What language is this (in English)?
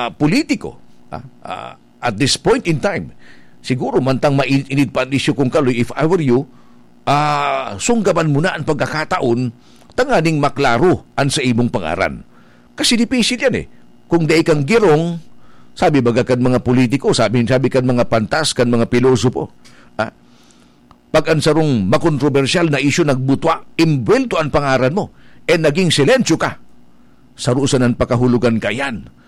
Bikol